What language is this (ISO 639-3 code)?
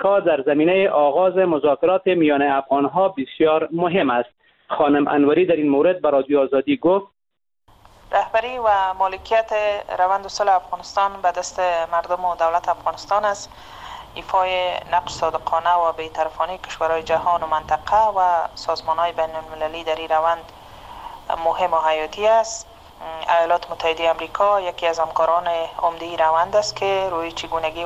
fas